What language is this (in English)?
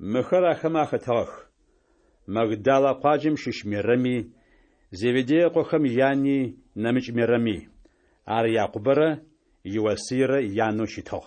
Adyghe